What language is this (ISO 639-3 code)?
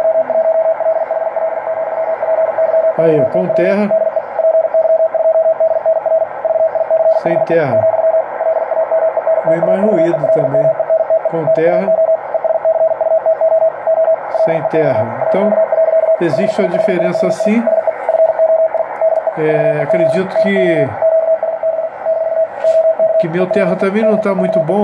por